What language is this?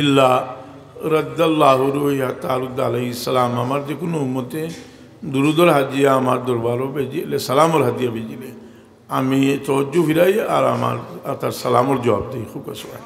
Sylheti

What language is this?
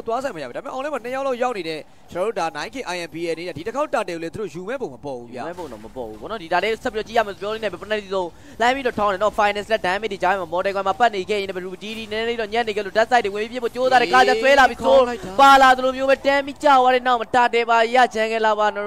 Burmese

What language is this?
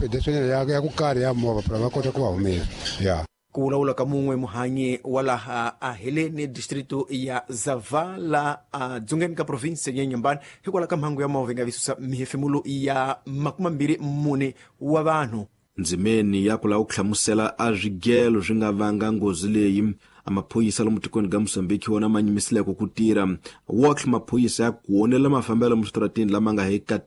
Tsonga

